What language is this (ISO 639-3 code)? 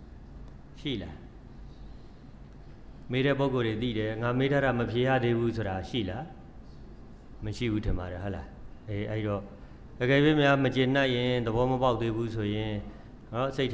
mya